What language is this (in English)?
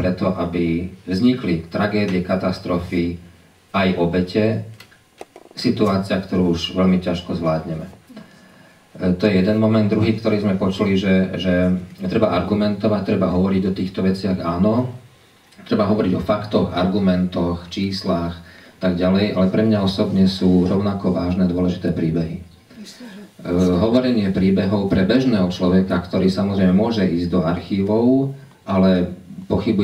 Slovak